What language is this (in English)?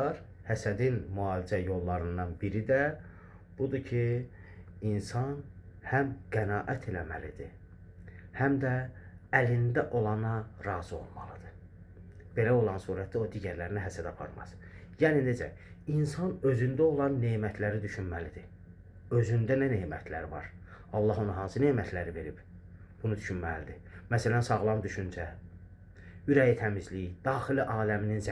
Azerbaijani